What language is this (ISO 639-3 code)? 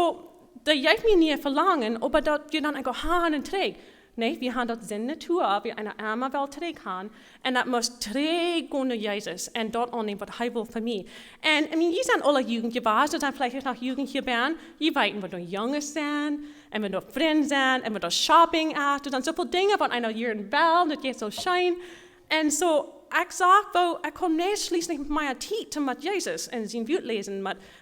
pdt